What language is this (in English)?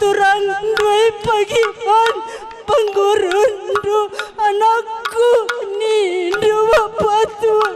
Batak Karo